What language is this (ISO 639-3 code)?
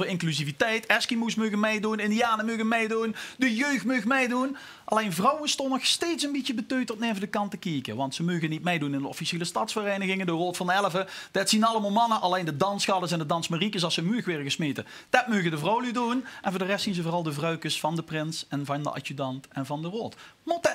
lim